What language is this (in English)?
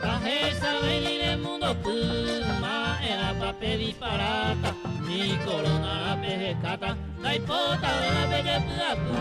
Guarani